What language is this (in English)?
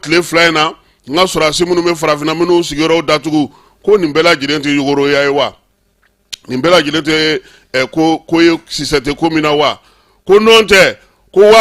Bambara